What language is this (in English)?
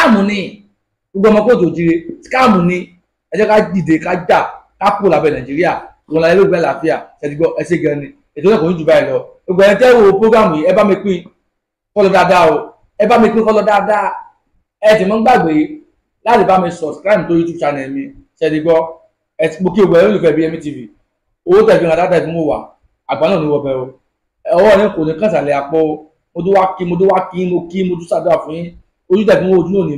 Yoruba